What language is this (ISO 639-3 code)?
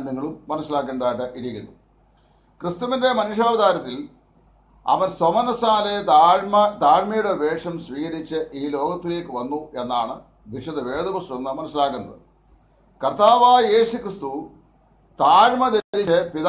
mal